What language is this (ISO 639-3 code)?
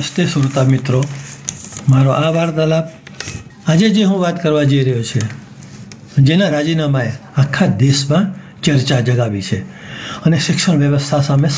guj